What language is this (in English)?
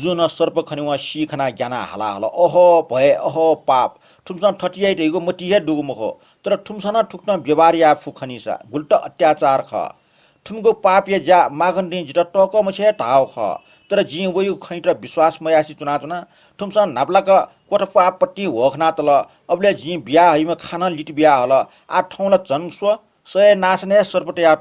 Newari